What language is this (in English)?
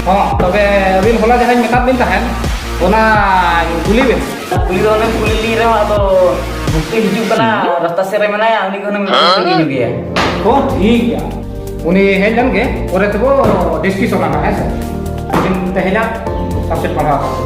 Santali